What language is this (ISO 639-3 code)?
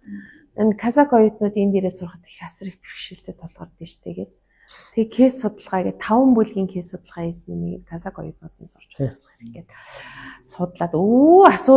mon